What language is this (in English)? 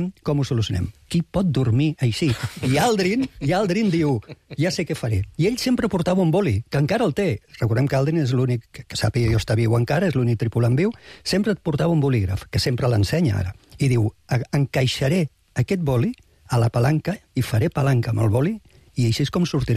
Catalan